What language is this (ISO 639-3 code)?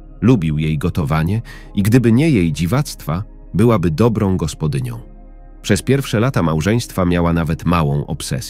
pol